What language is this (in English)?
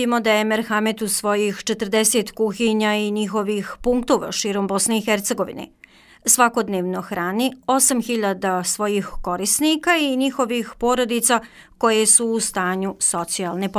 Bosnian